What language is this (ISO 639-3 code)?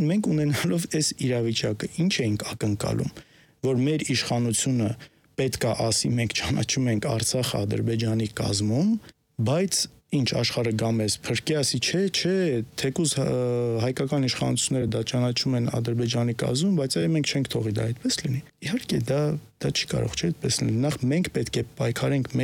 hye